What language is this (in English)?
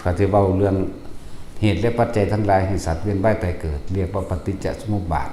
Northeastern Thai